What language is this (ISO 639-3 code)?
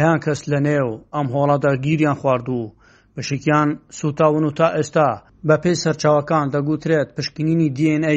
ckb